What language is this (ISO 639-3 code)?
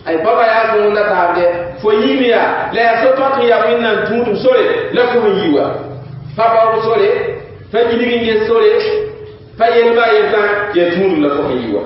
mos